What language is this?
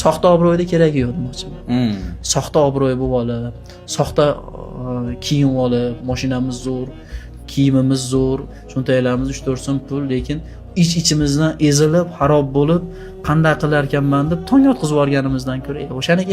Uzbek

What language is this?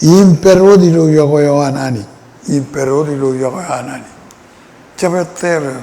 Marshallese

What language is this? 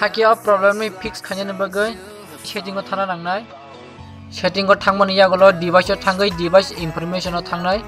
Kok Borok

